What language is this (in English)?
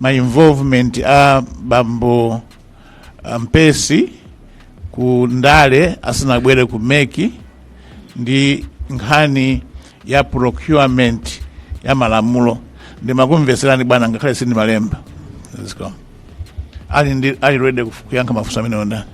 Nyanja